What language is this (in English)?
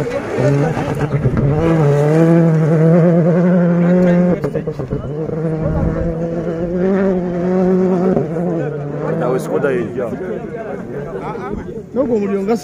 Swahili